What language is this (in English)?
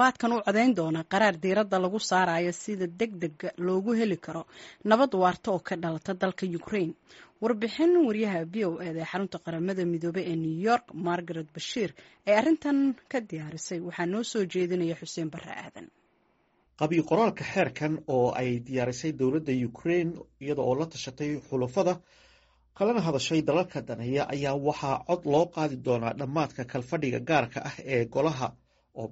Somali